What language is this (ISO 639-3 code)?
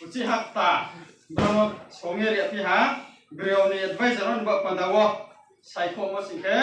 ria